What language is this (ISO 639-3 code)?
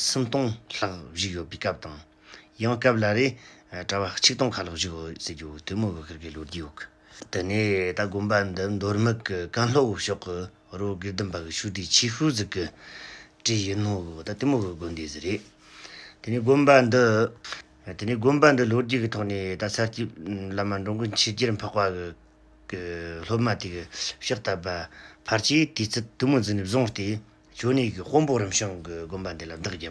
bod